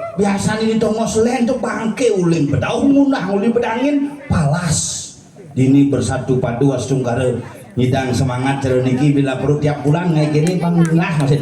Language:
Balinese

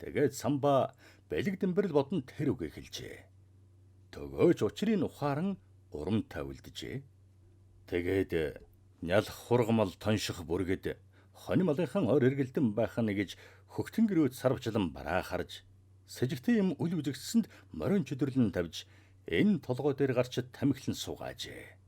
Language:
Mongolian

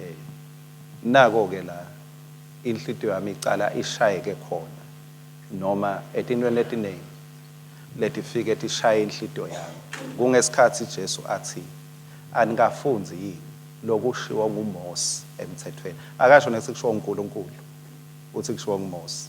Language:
Swati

